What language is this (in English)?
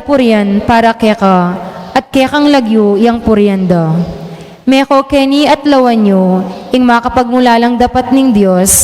Pampanga